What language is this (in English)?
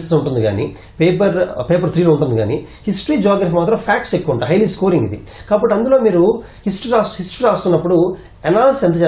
Telugu